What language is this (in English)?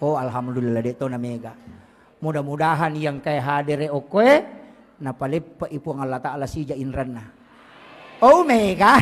Buginese